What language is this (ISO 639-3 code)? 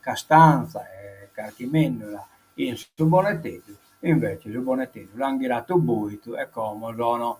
srd